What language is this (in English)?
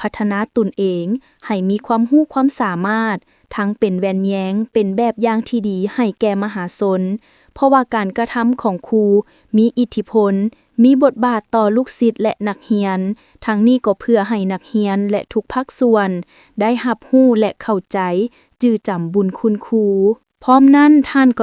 Lao